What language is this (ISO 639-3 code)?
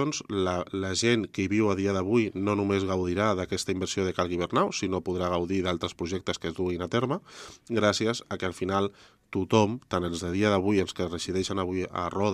cat